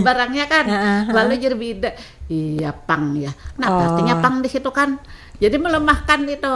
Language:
Banjar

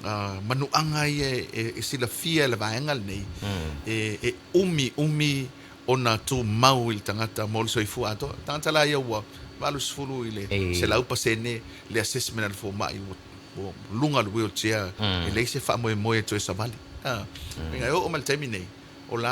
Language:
Samoan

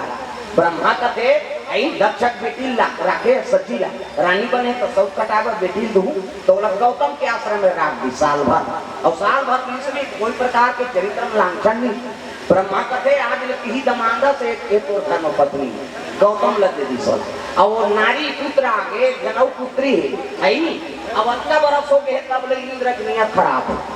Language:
Chhattisgarhi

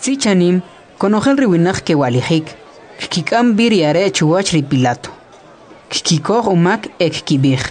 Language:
Kʼicheʼ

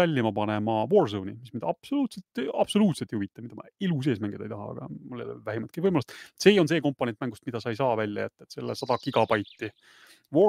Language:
Estonian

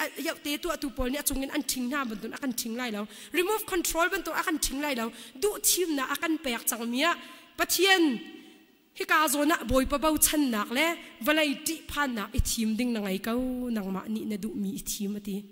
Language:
Hakha Chin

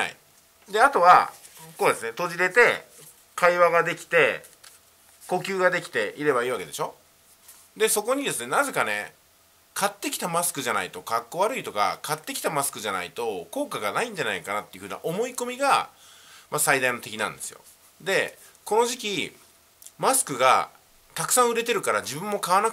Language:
Japanese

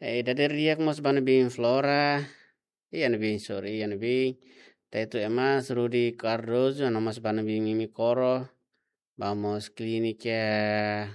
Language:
Tetum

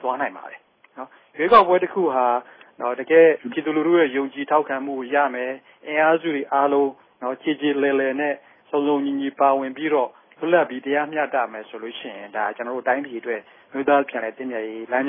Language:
Burmese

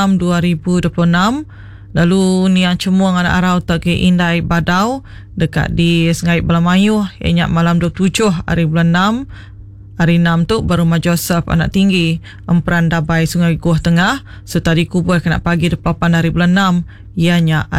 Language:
Iban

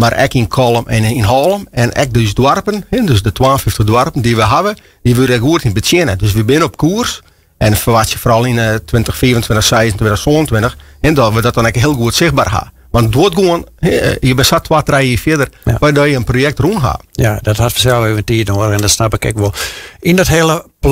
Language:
Western Frisian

